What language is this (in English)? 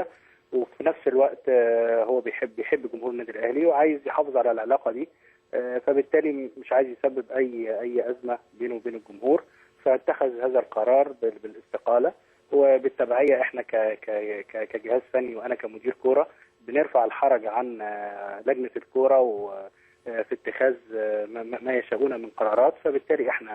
Egyptian Arabic